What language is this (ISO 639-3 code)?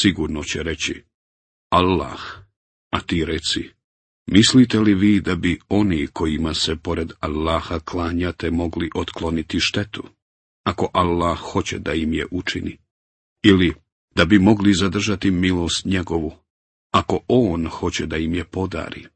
bos